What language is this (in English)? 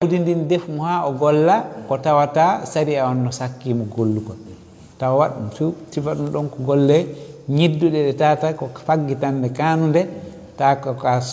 Fula